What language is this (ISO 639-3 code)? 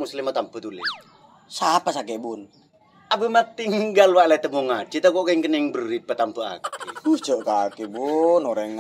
mad